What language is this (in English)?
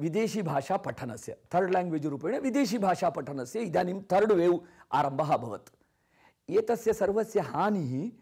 Sanskrit